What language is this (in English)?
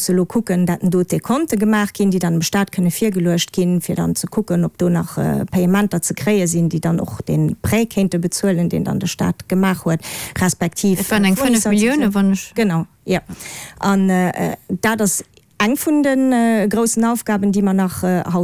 Luxembourgish